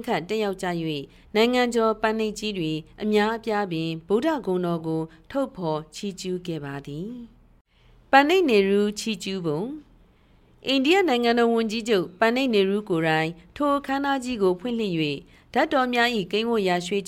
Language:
Burmese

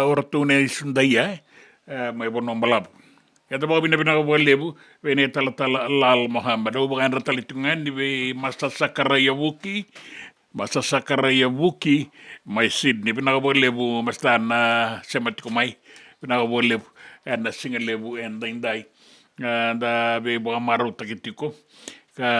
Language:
Fijian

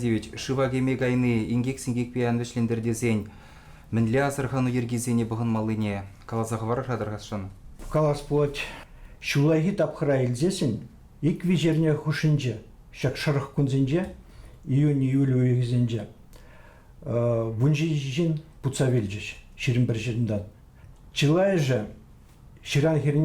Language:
Chuvash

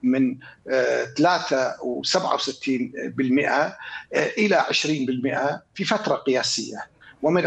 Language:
Arabic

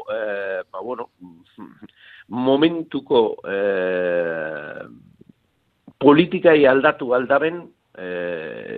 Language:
Basque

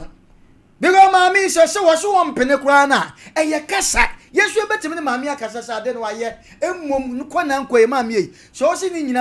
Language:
Akan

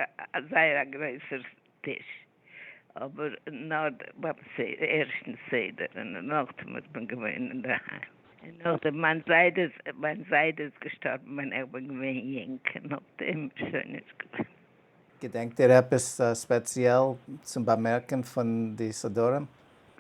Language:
Yiddish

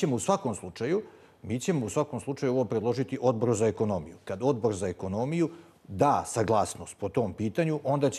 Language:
Bosnian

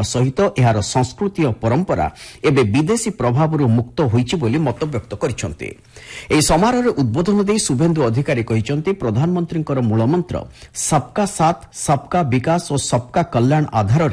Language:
Odia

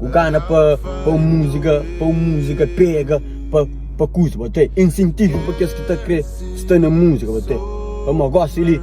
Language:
Kabuverdianu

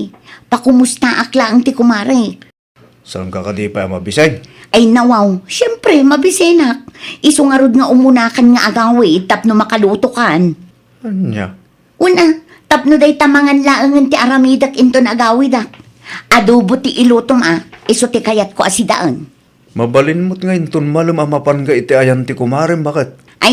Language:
Iloko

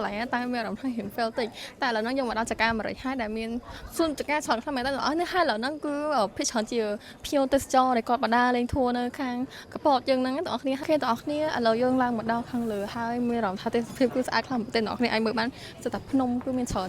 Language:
Khmer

